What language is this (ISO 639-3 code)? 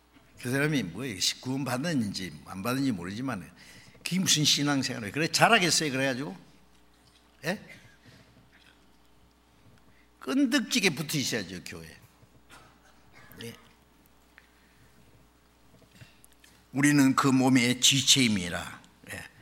kor